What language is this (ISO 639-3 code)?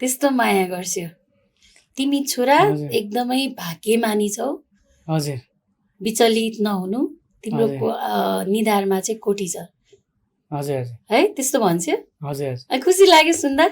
nep